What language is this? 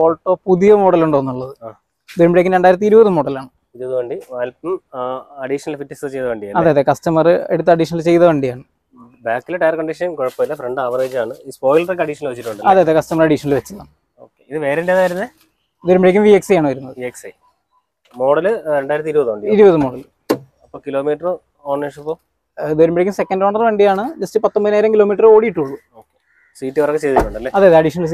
Malayalam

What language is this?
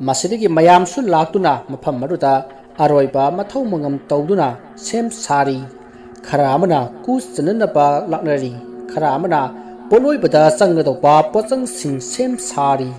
Manipuri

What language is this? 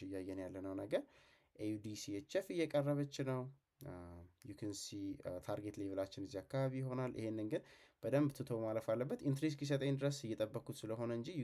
Amharic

